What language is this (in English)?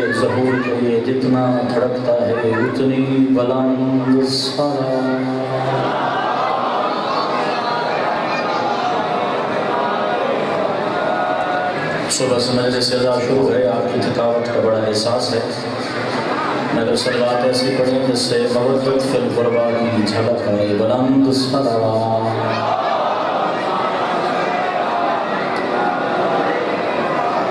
Urdu